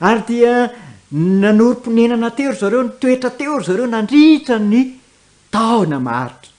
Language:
Malagasy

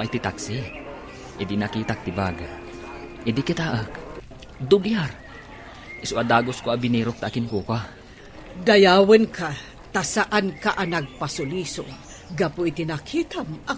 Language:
Iloko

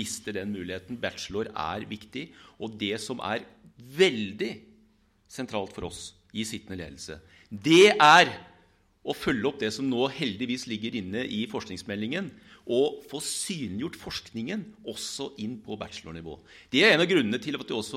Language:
Norwegian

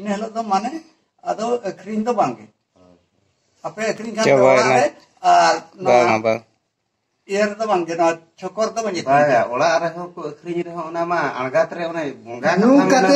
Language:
Santali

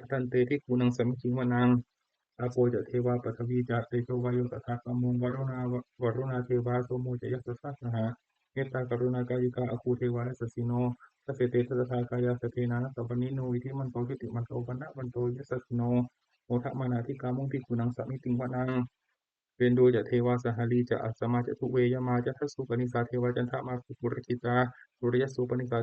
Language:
Pali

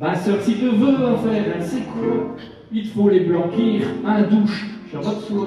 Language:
Picard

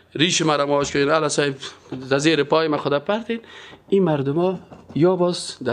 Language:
Persian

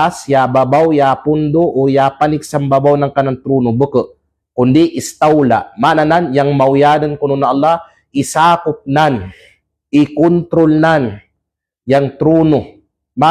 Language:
Kalagan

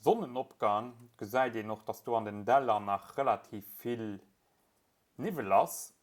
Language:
Luxembourgish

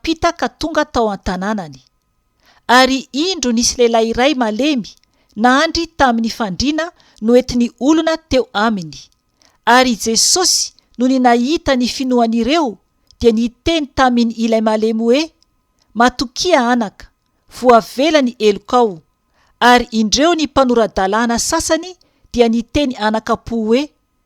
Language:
Malagasy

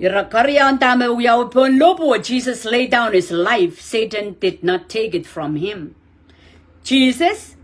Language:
Pohnpeian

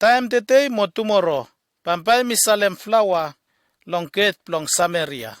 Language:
Bislama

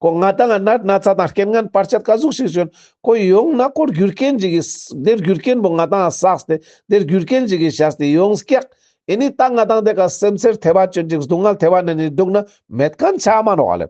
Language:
Ladakhi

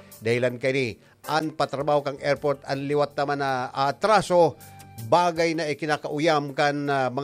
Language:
Bikol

